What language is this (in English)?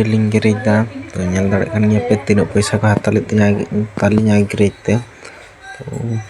Santali